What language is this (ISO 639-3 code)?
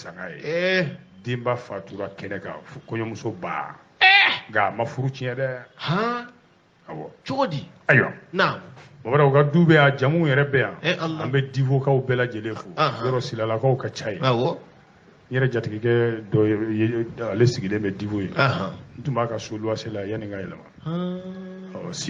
bam